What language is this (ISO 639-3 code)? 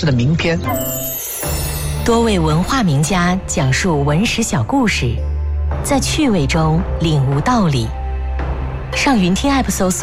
zho